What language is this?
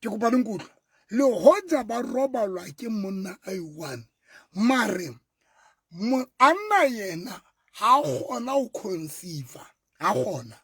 Southern Sotho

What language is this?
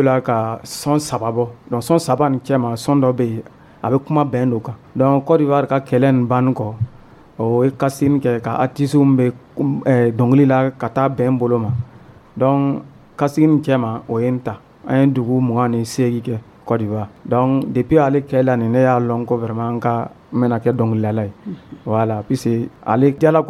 Dyula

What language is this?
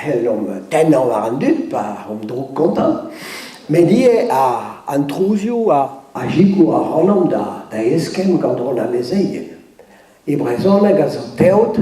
Breton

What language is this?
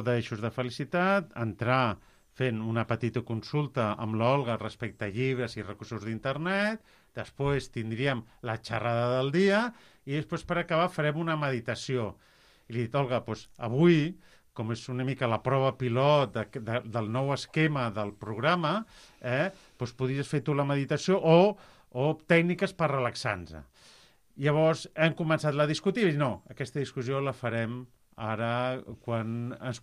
Catalan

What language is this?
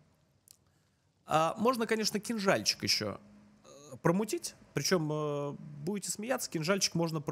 Russian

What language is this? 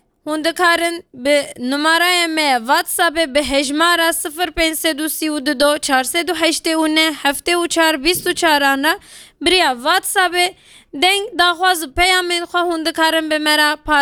Kurdish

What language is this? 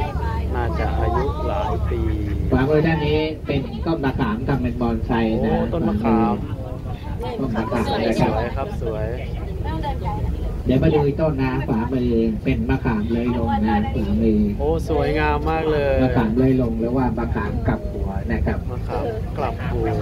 Thai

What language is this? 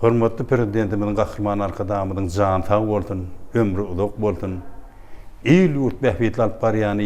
Turkmen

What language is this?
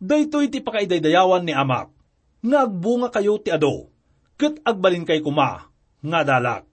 Iloko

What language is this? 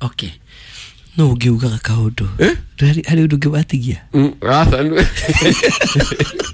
Kikuyu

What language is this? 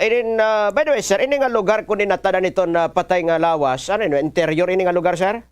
Waray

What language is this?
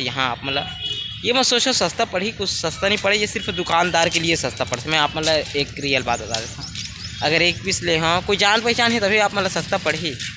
Chhattisgarhi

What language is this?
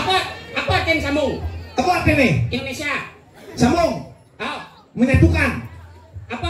Balinese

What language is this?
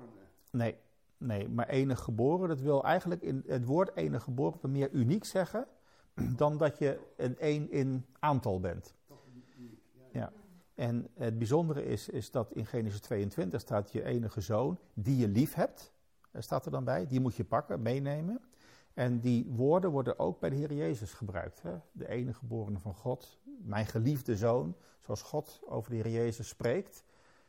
Dutch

